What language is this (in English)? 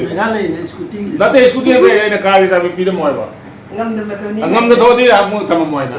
Manipuri